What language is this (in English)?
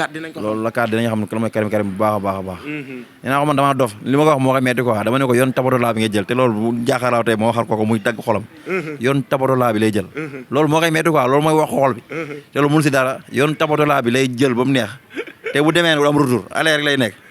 Wolof